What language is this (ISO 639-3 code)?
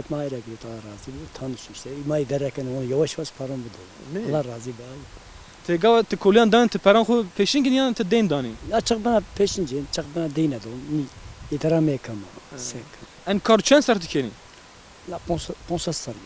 zza